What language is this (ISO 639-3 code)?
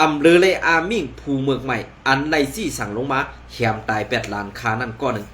shn